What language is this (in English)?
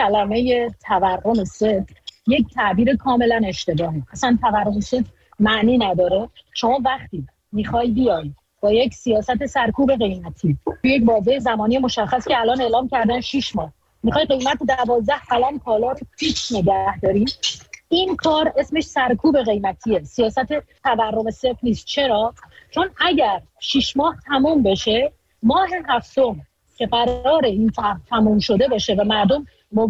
Persian